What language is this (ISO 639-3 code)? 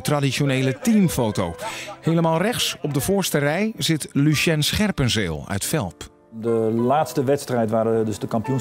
nld